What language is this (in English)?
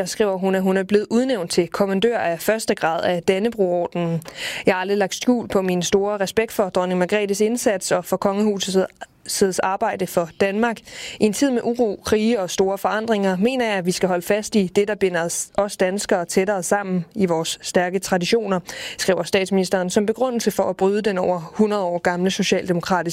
Danish